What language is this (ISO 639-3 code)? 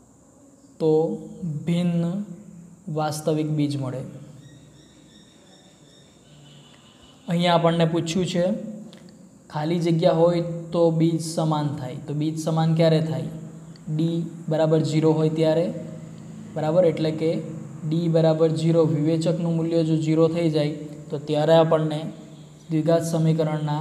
guj